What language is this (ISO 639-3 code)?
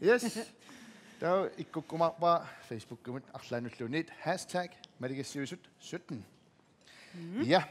kal